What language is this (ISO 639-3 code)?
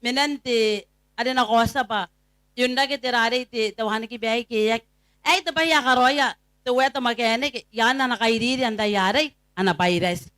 gil